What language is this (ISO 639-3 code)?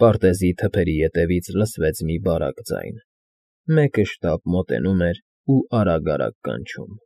hye